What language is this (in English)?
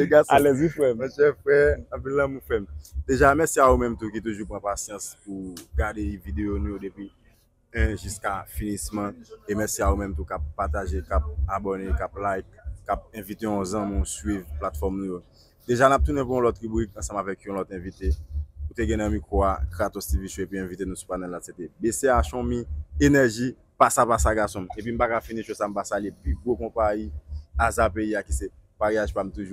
Haitian Creole